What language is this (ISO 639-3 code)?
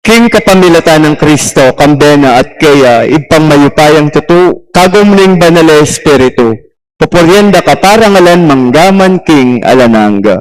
pam